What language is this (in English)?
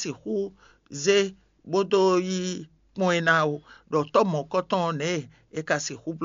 Fon